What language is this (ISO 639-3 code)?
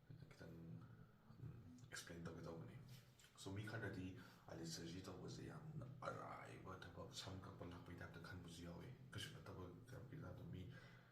mni